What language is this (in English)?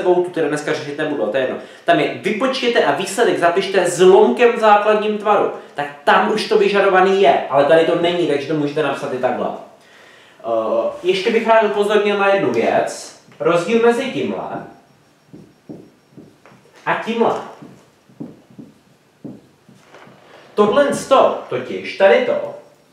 Czech